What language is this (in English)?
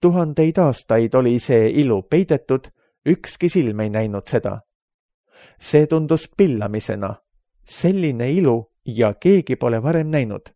Estonian